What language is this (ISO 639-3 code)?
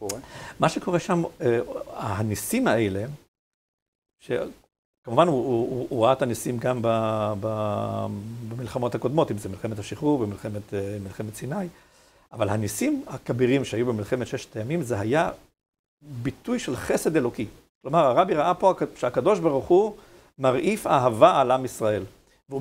heb